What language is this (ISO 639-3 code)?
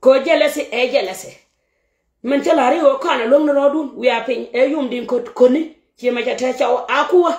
nus